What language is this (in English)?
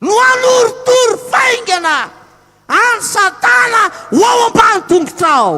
Malagasy